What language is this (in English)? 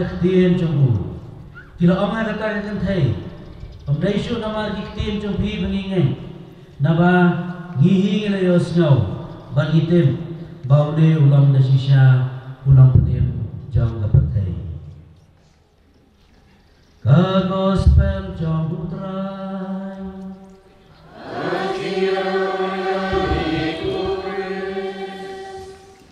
Khasi